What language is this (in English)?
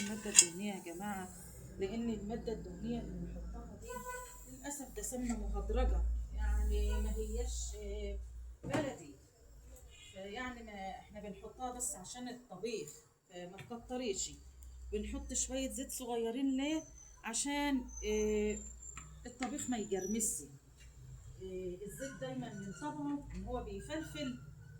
Egyptian Arabic